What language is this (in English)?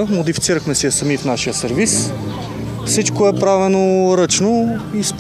Bulgarian